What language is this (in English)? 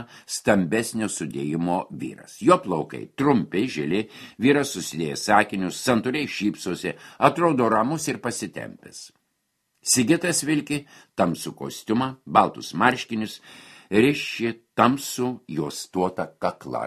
Lithuanian